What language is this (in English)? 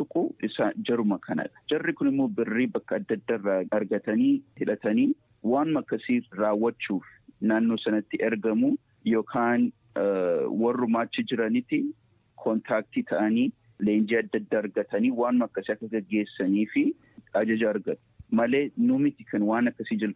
Oromo